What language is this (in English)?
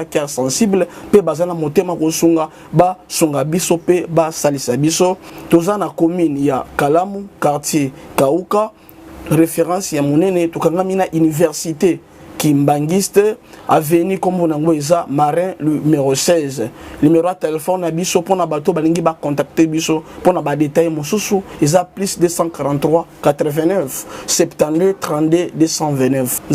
Lingala